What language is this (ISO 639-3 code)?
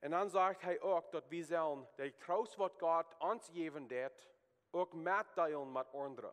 pdt